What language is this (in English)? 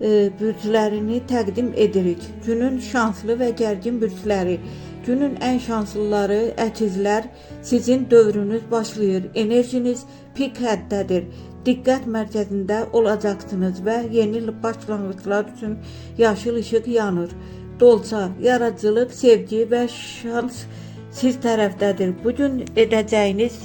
Azerbaijani